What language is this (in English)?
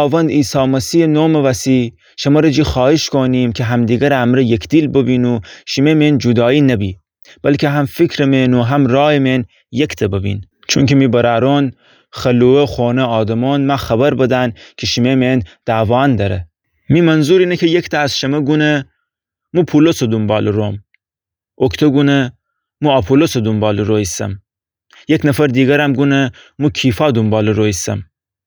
Gilaki